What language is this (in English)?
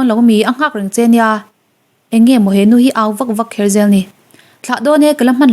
Mizo